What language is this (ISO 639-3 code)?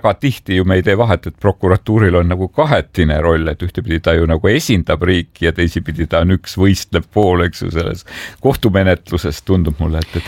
est